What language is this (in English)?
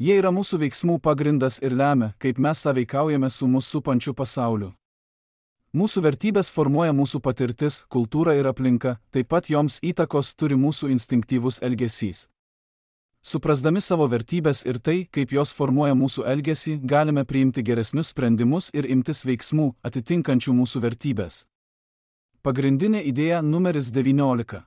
Lithuanian